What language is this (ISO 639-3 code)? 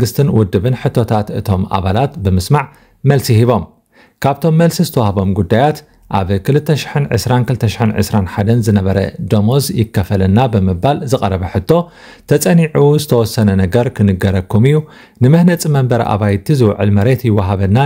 tir